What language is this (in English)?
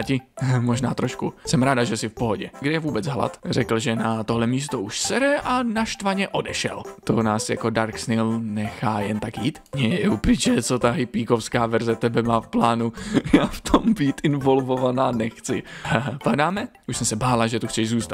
Czech